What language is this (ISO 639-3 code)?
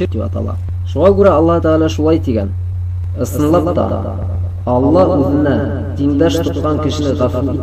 bak